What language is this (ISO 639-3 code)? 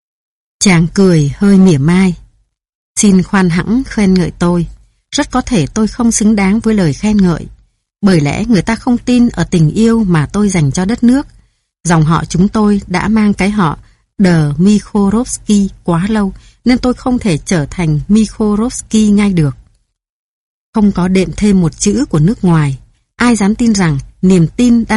vie